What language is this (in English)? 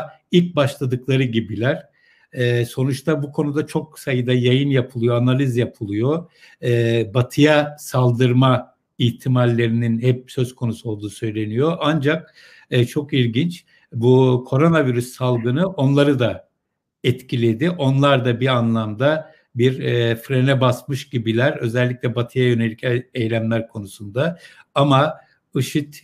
Turkish